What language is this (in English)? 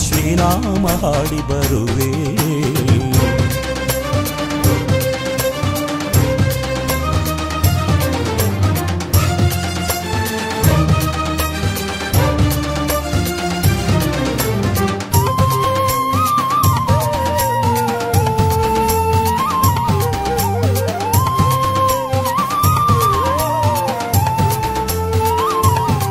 Kannada